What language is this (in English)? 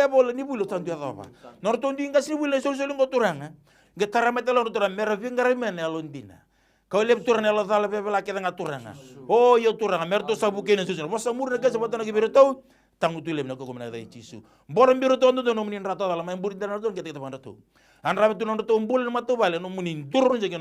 Fijian